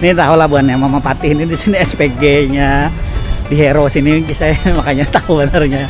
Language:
Banjar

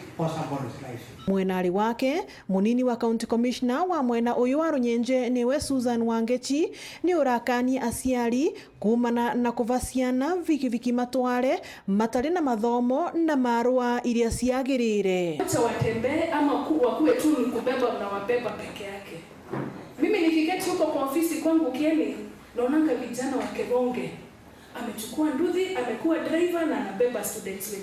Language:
Meru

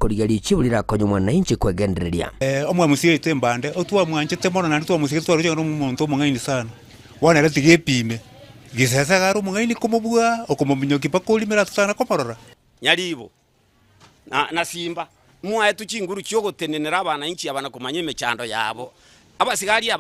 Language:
Gusii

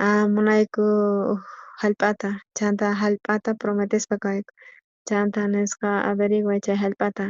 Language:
South Bolivian Quechua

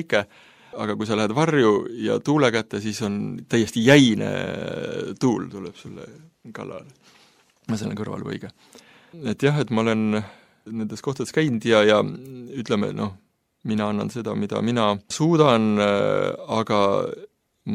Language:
Estonian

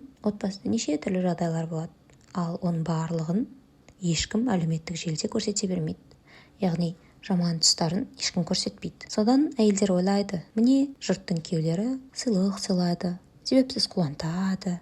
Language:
Kazakh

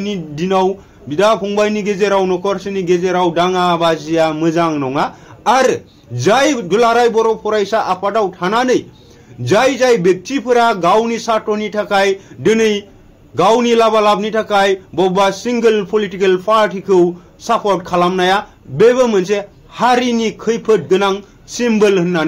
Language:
Bodo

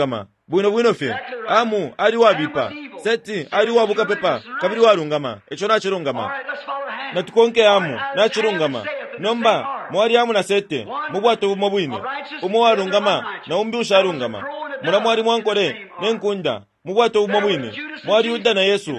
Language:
Bemba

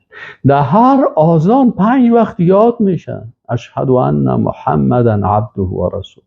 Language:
Persian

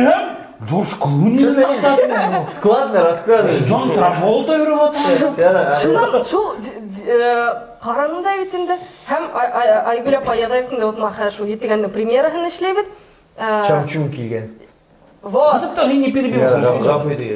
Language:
Bashkir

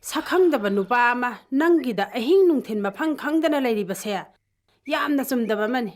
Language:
Manipuri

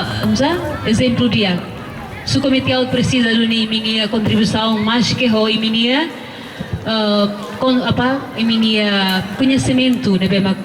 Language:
Tetum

